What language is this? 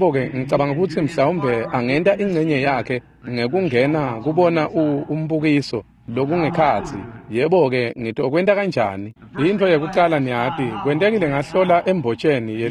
Swati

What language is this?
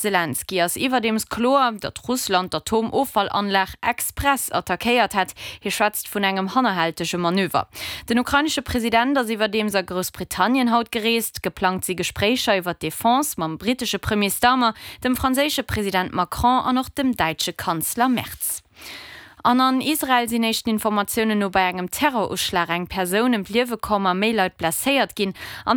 Luxembourgish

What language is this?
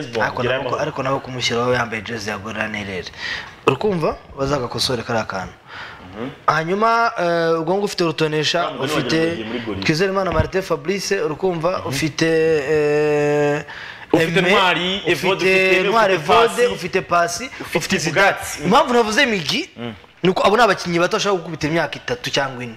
Kinyarwanda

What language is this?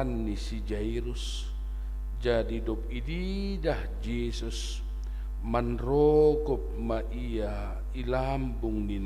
Batak Simalungun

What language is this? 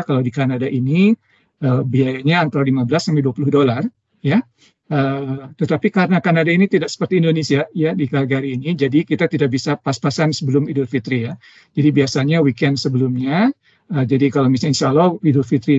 Indonesian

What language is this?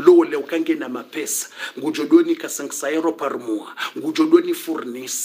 Swahili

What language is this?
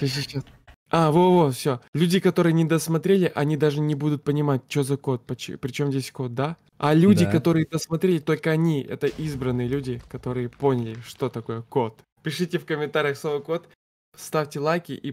Russian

